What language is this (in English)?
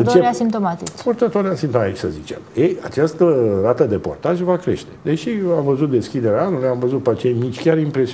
Romanian